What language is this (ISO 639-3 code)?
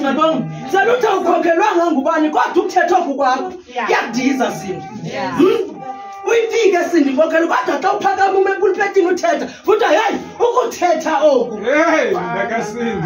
xho